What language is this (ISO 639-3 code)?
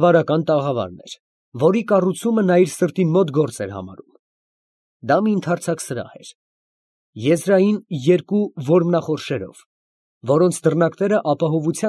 hye